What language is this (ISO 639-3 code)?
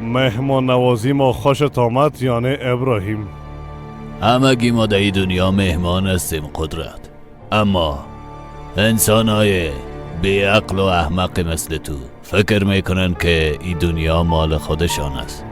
fas